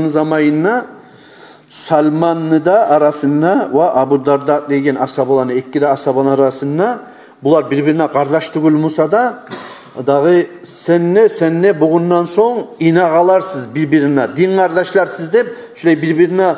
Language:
Kumyk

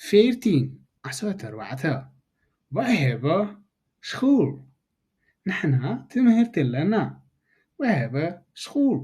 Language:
Tigrinya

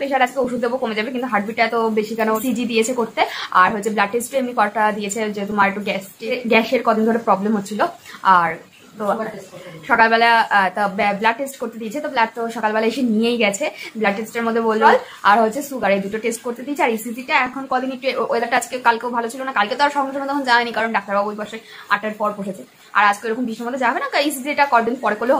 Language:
Bangla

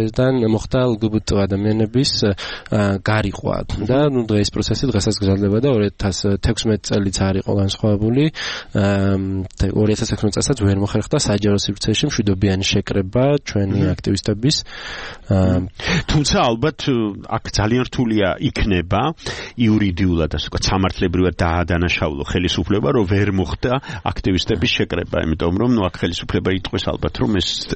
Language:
Georgian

